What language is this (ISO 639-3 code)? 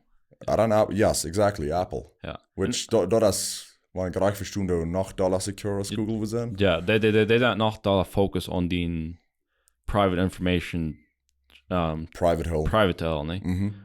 pdt